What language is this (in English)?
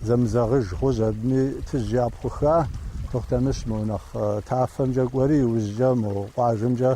Kabardian